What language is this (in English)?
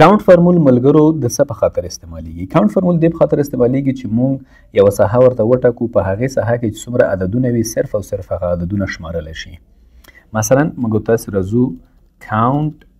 Pashto